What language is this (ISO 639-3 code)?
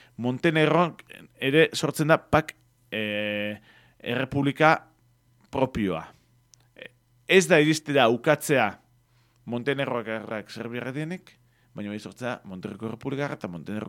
eus